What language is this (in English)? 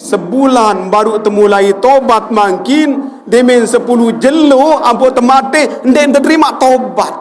Sasak